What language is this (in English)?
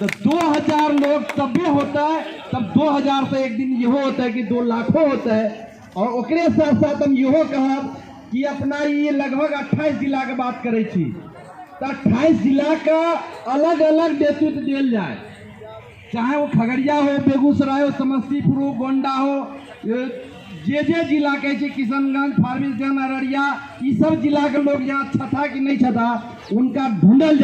Maithili